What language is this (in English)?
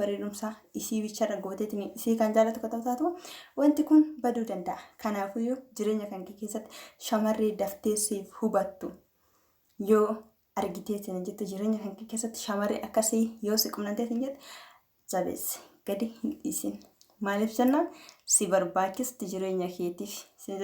Oromo